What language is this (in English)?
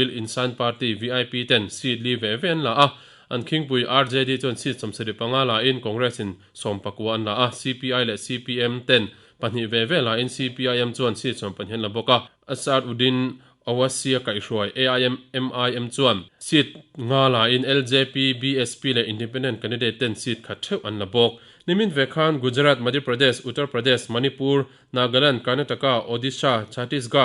Mizo